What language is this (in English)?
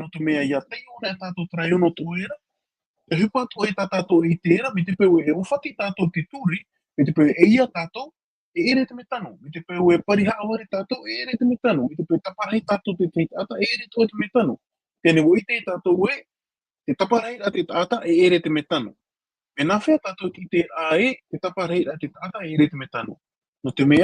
Tahitian